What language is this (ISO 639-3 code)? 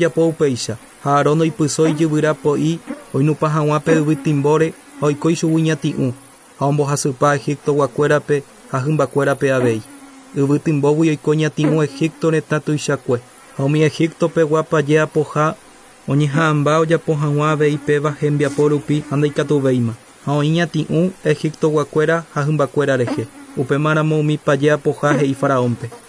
grn